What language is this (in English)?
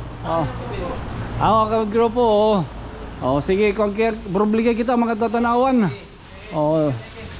Waray